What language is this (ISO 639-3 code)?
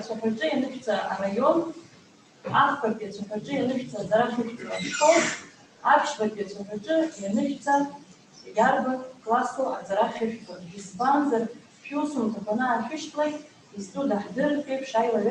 abk